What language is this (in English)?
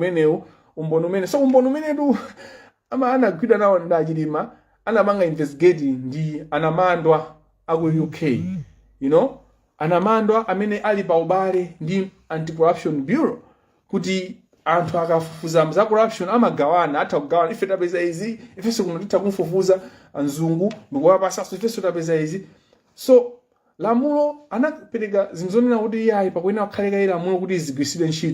Nyanja